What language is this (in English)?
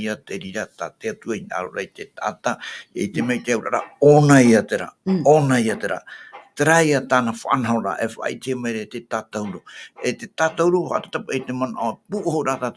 Tahitian